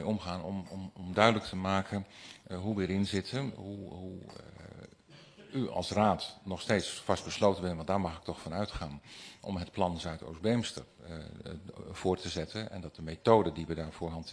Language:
Dutch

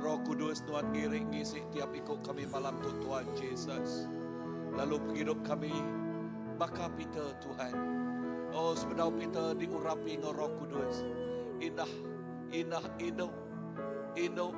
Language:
Iban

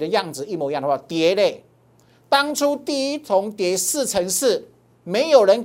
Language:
Chinese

